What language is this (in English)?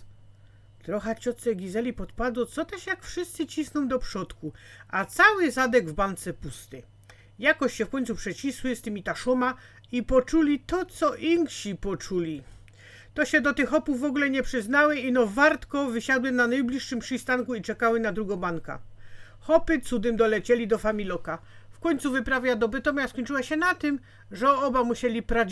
Silesian